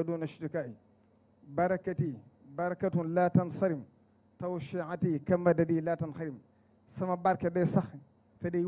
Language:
Wolof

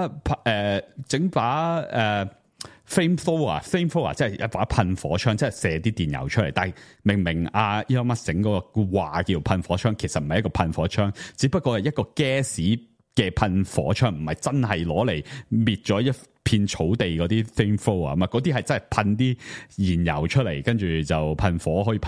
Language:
Cantonese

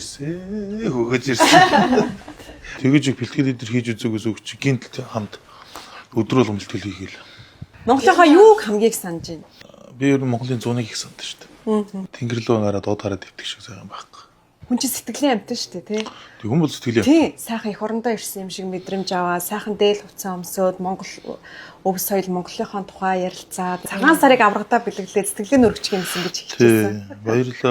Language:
Mongolian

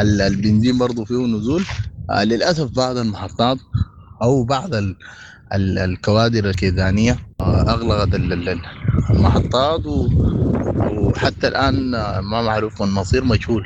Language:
Sudanese Arabic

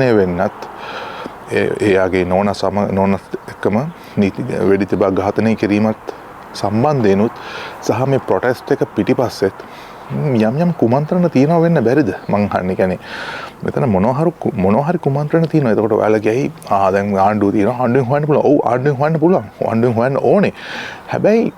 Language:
Sinhala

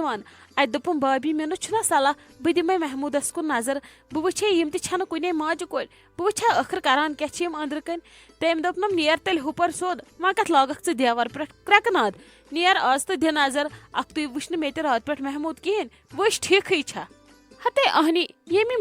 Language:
Kashmiri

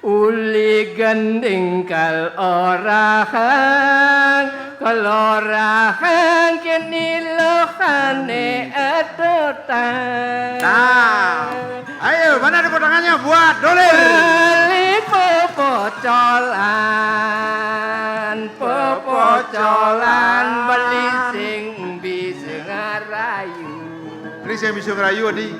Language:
Balinese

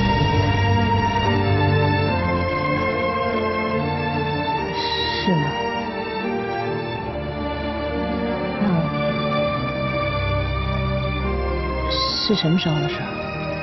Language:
Chinese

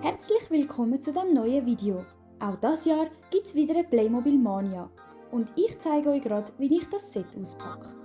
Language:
Swiss German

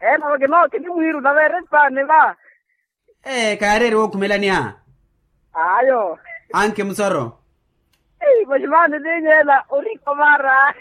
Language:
Makhuwa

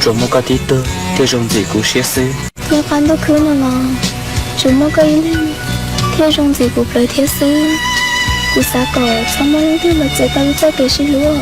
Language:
Hmong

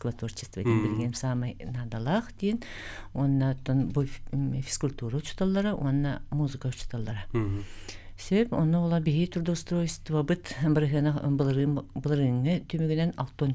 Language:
Yakut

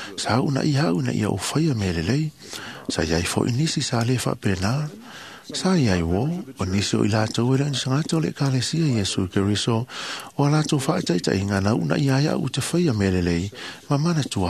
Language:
Samoan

